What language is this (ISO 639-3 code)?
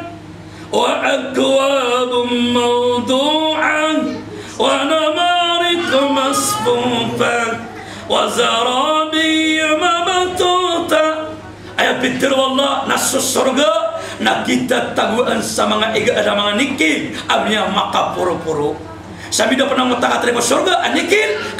mrw